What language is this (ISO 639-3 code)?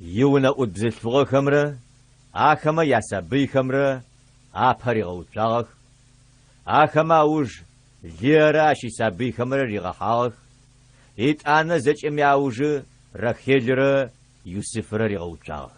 ady